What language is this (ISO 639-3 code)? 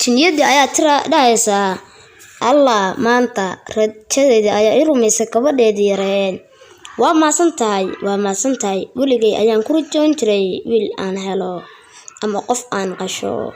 som